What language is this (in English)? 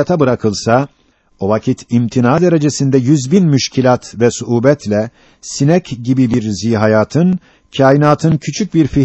Turkish